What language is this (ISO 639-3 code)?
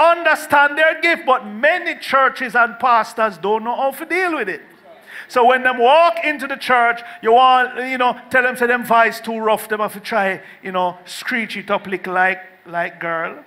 jam